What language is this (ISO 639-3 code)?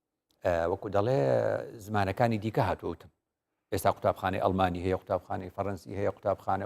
ckb